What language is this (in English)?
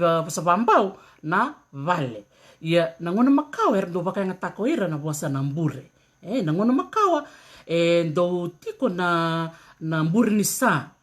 Fijian